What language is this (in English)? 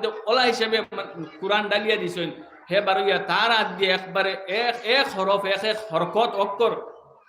Sylheti